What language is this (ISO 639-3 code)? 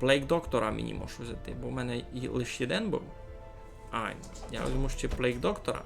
rue